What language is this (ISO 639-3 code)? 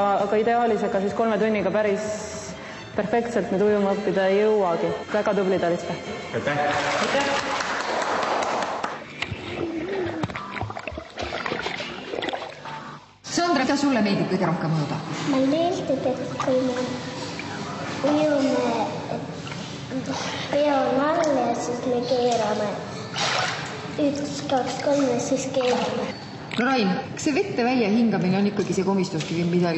est